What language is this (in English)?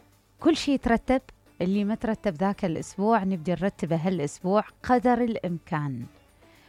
Mesopotamian Arabic